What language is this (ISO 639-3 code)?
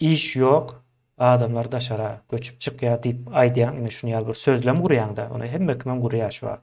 tuk